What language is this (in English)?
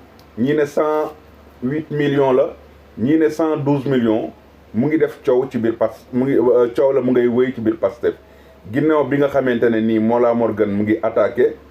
Wolof